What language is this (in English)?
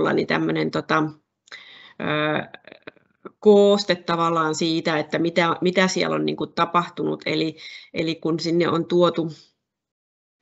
Finnish